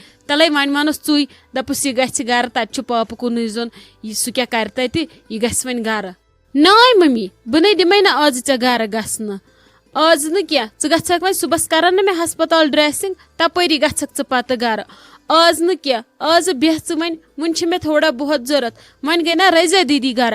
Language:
Kashmiri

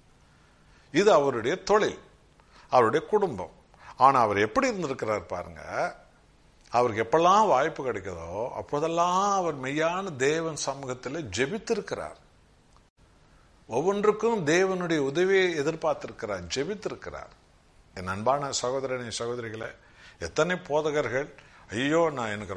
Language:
Tamil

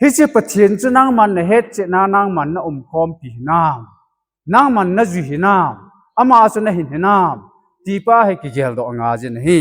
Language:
Thado Chin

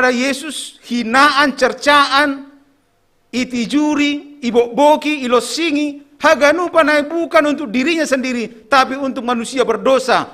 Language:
Batak Simalungun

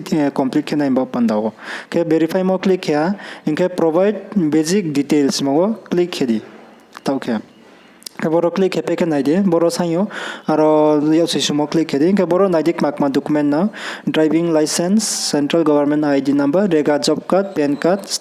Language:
Riang (India)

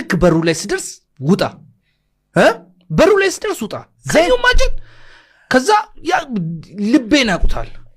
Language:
Amharic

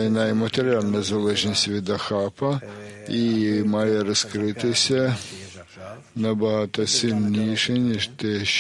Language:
Ukrainian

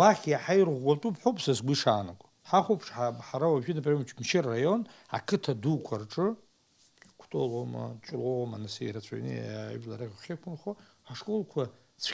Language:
Abkhazian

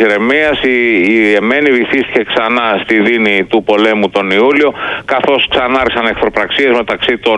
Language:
Greek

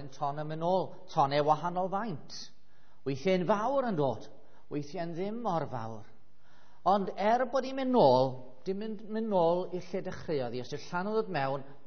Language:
Welsh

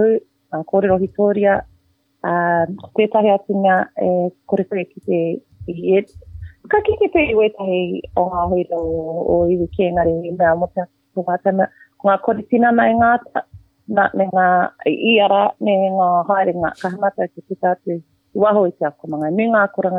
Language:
Māori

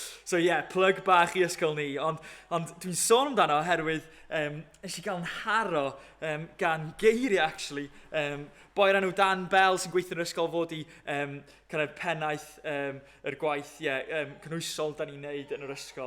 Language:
Welsh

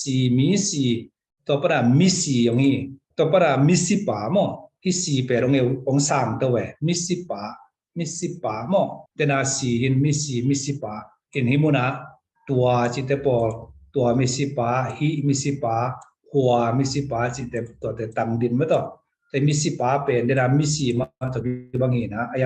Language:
Tedim Chin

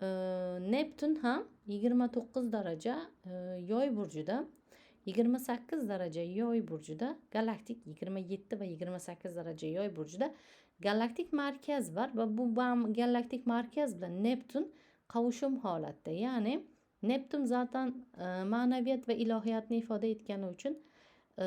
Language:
Uzbek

